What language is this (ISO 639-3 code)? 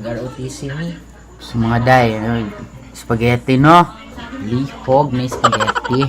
ceb